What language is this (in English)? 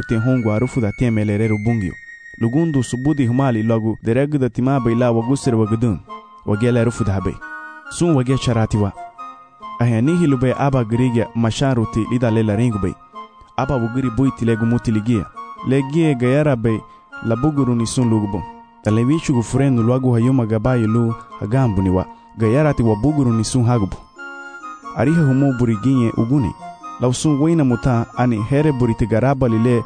Garifuna